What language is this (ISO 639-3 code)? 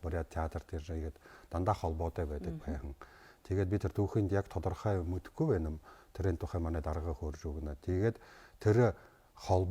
bua